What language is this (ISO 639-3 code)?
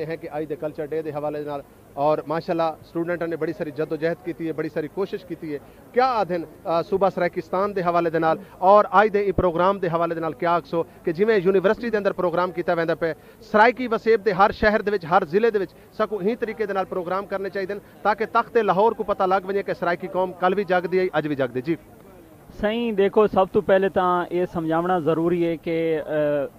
skr